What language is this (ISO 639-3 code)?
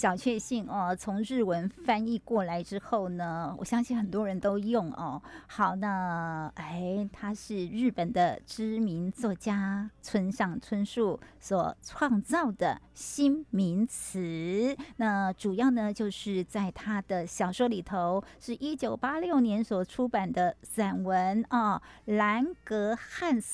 zho